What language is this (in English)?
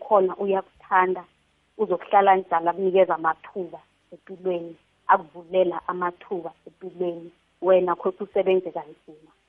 South Ndebele